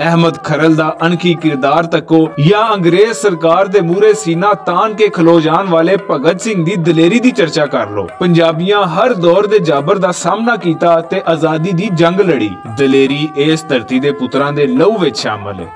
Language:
Western Panjabi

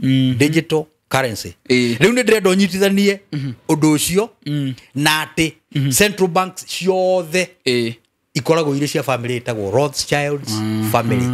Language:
Kikuyu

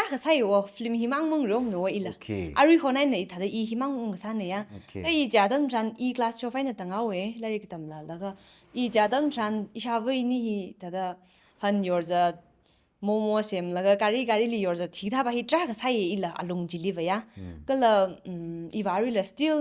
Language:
Tangkhul Naga (India)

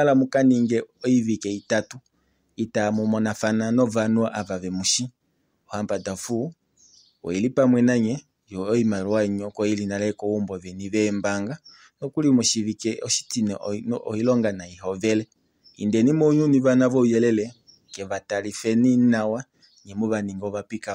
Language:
Kuanyama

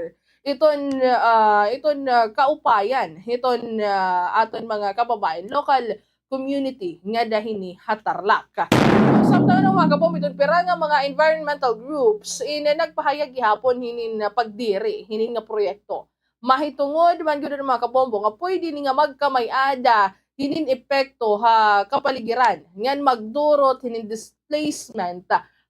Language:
Waray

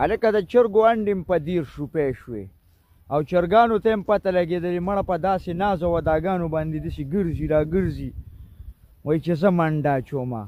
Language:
Pashto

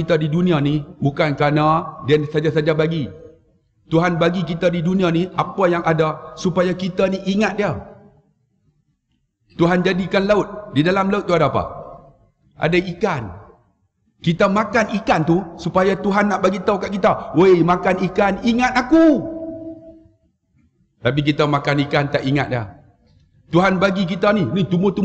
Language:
Malay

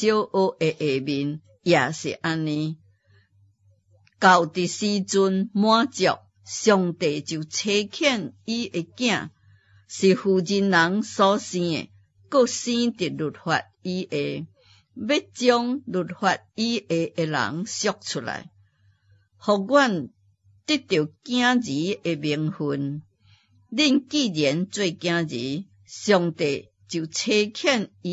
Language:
Min Nan Chinese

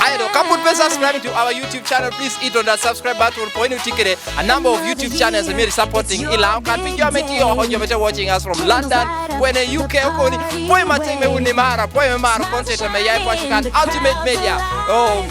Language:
Lango (Uganda)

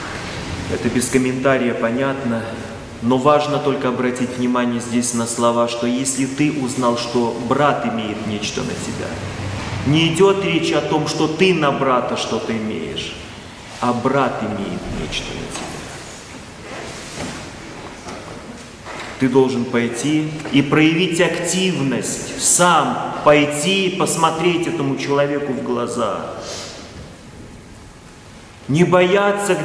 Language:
Russian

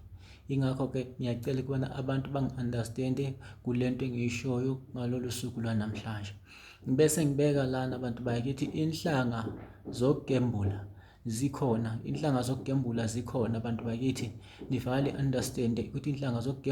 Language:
Zulu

